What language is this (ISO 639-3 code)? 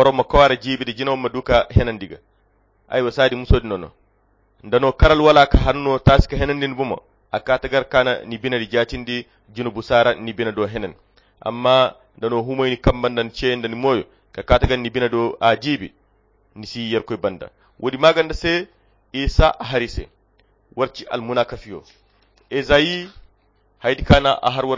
khq